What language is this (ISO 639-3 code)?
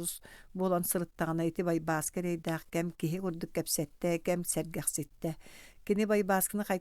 sah